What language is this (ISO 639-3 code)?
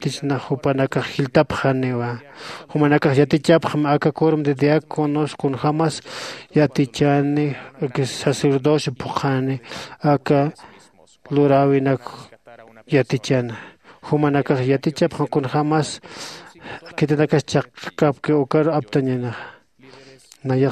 aym